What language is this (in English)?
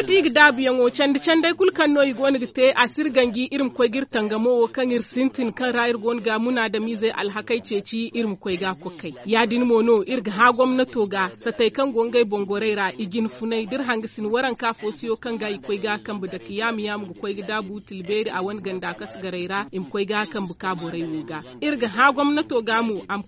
Zarma